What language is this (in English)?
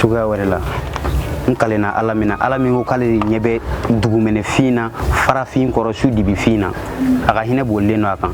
Bambara